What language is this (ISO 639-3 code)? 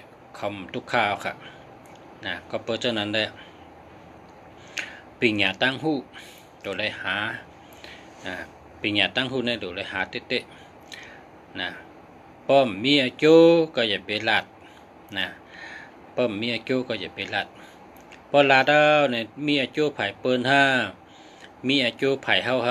shn